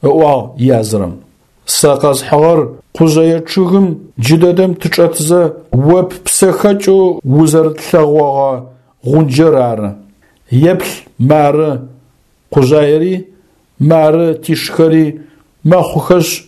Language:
Adyghe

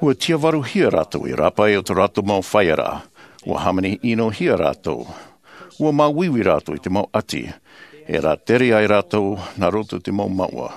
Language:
Tahitian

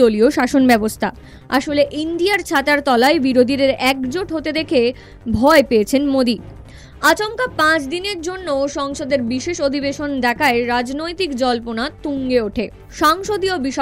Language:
Bangla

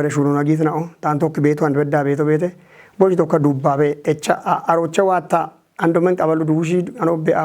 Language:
Kafa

